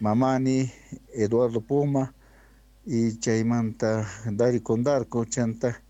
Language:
Quechua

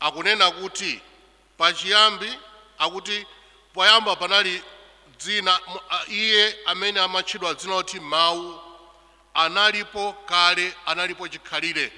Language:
Nyanja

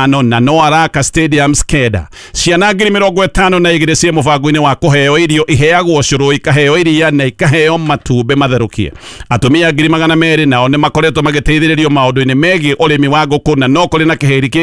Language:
Kikuyu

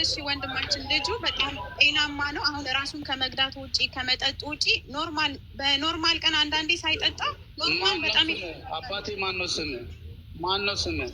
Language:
Amharic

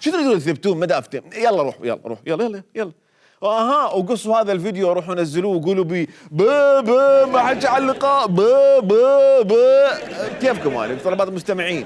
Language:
Mesopotamian Arabic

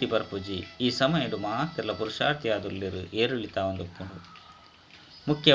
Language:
Tulu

